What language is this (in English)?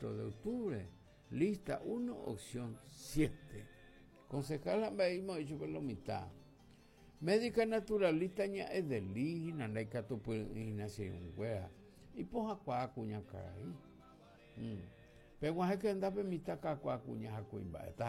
Guarani